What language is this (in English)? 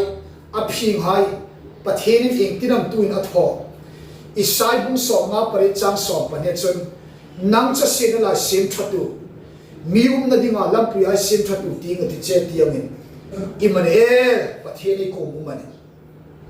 Hmar